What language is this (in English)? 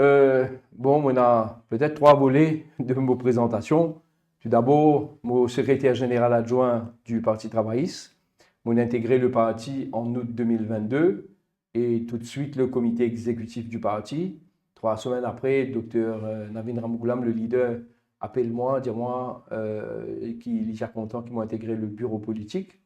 Morisyen